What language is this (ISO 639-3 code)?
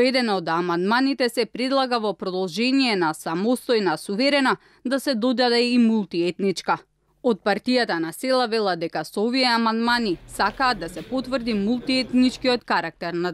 mkd